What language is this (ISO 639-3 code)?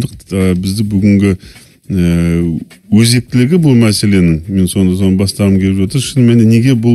kaz